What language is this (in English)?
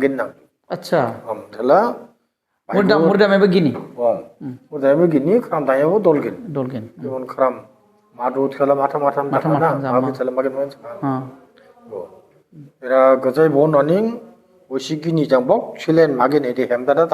Dimasa